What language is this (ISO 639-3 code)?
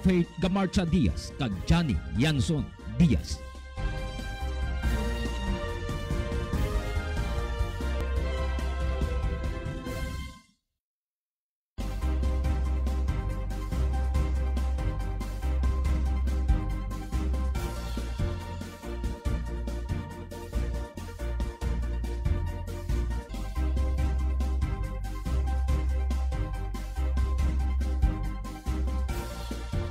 hil